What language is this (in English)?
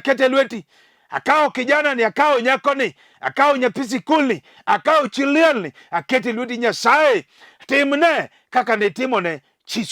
Luo (Kenya and Tanzania)